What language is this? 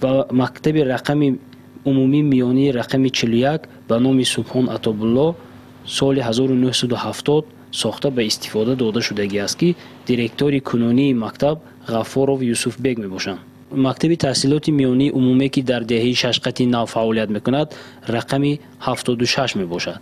Tajik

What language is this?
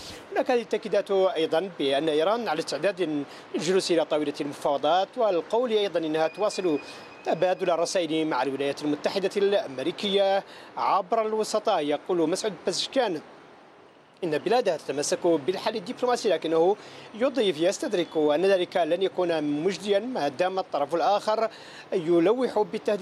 Arabic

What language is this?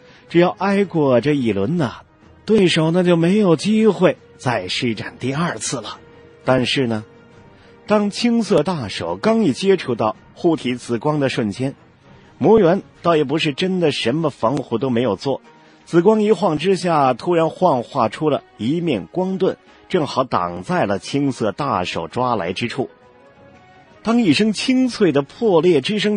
Chinese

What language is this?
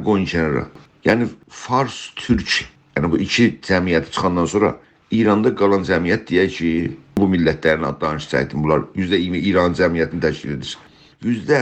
South Azerbaijani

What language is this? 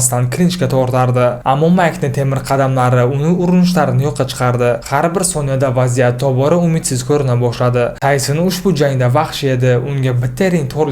Uzbek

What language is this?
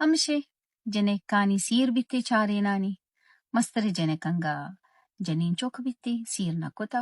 Baluchi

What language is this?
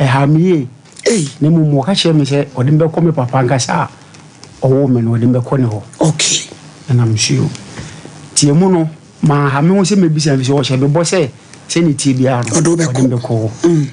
Akan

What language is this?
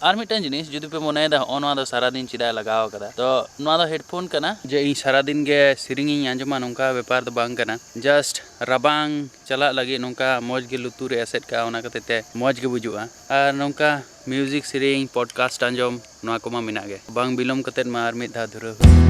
Santali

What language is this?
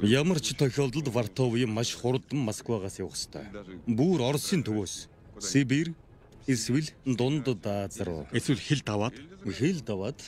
Mongolian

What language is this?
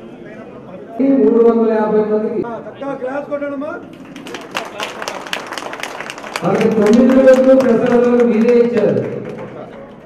Telugu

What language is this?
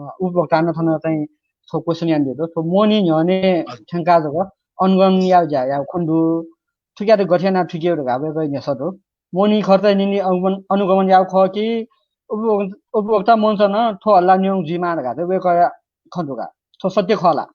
Newari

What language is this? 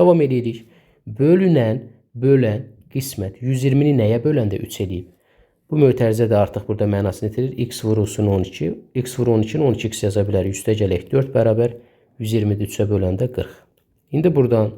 Azerbaijani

